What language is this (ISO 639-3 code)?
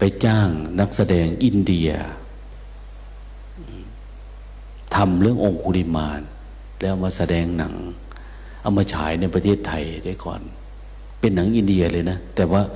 tha